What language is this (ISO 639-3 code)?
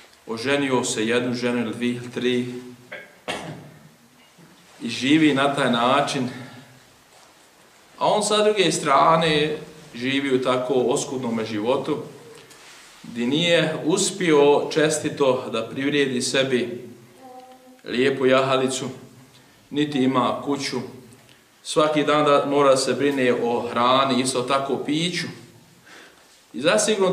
bos